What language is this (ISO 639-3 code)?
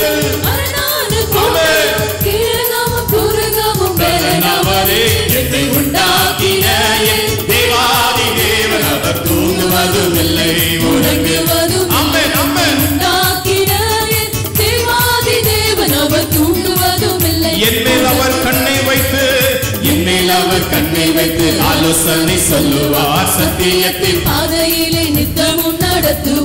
tam